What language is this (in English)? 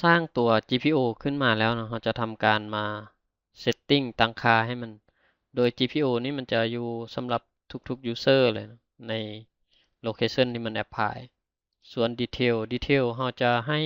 Lao